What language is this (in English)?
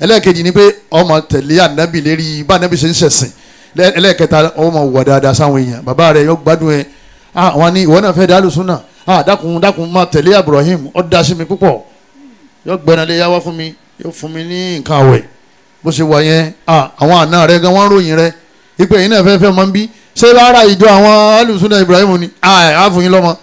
Yoruba